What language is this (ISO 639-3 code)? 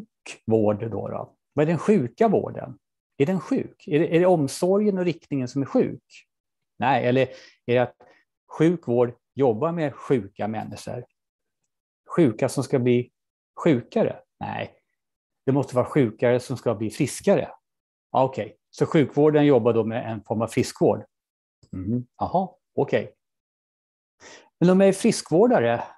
swe